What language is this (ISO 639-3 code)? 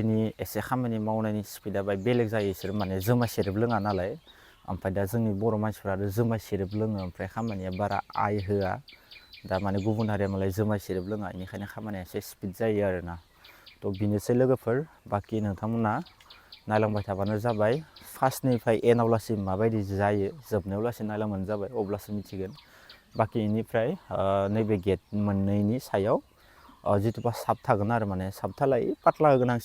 brx